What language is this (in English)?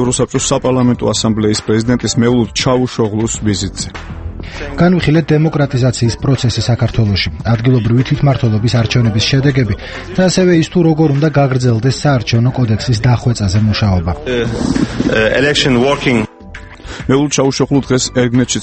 Georgian